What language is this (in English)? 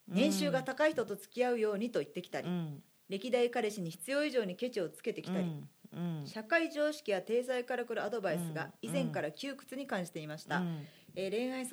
Japanese